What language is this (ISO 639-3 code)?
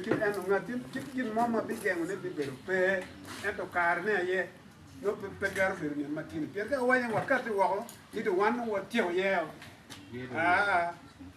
ach